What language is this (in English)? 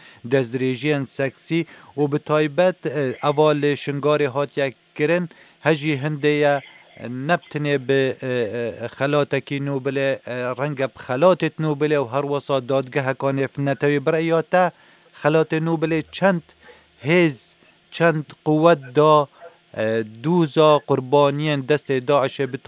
Kurdish